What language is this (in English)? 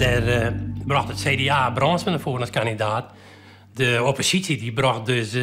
Western Frisian